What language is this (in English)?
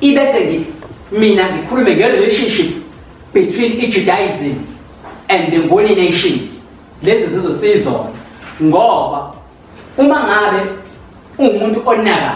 Zulu